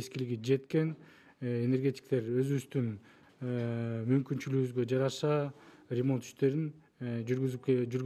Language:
Kyrgyz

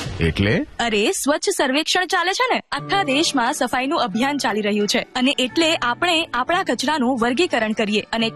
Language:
Gujarati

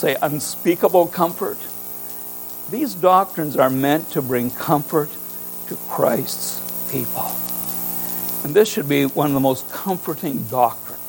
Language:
English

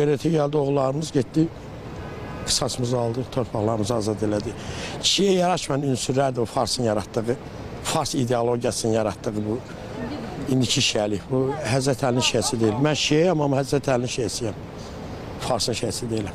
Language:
Azerbaijani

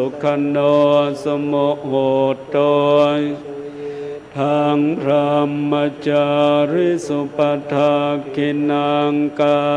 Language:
Pali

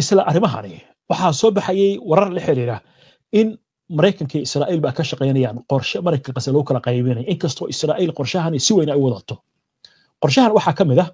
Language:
Somali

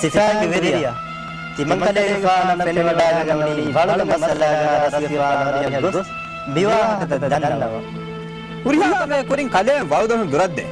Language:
Divehi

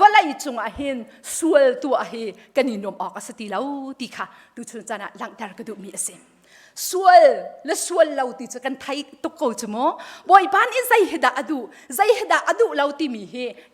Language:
Hakha Chin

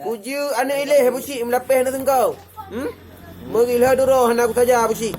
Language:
Achinese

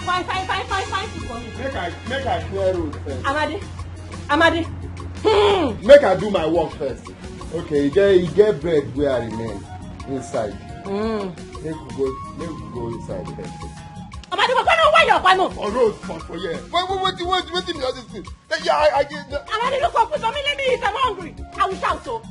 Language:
Nigerian Pidgin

